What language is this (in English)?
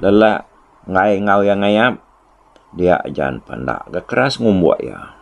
Iban